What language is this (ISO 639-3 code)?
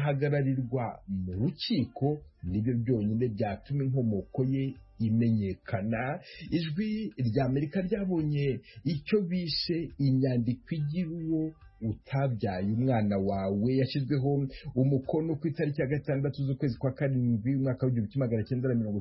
kin